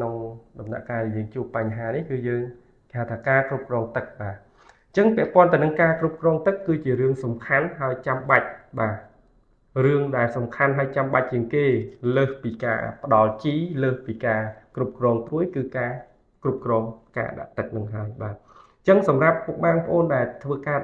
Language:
Khmer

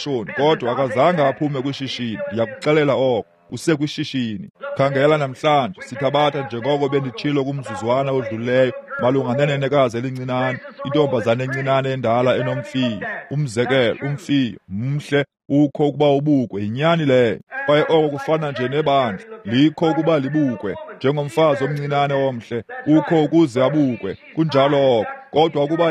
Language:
Xhosa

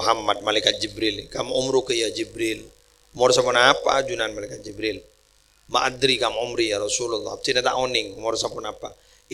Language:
Madurese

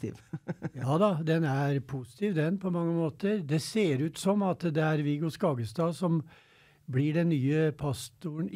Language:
Norwegian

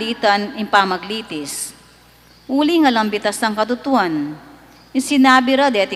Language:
Pampanga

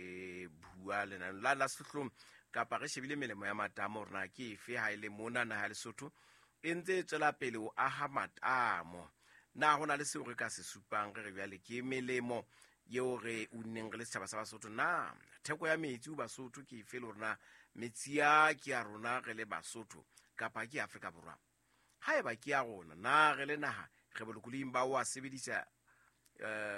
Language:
Southern Sotho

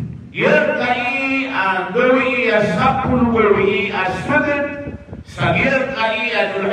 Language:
Maranao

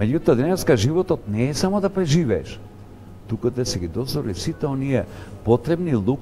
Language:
Macedonian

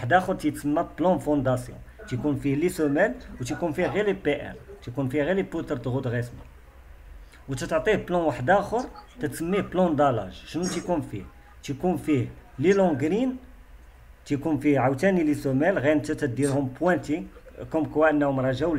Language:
Moroccan Arabic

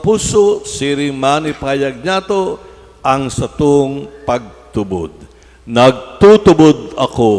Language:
Bikol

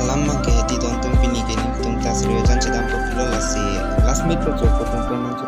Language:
Karbi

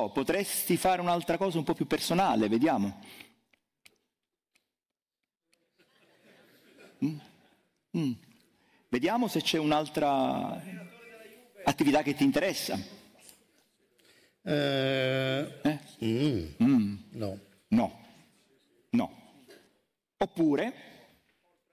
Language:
Italian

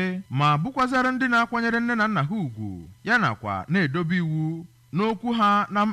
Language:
Igbo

